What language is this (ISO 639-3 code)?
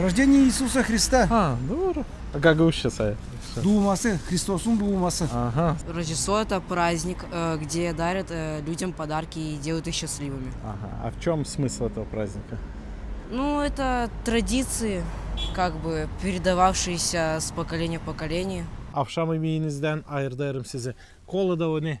gag